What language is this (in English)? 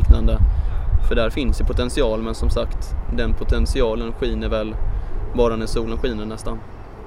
Swedish